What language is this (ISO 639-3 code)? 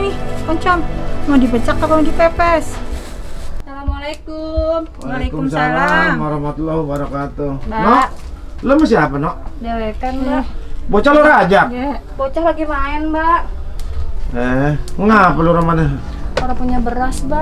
bew